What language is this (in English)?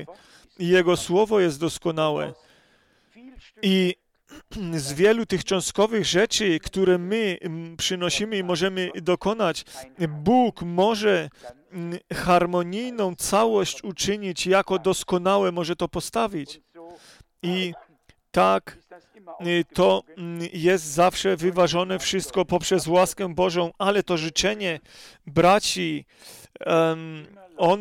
Polish